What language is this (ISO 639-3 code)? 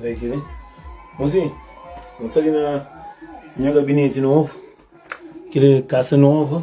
kea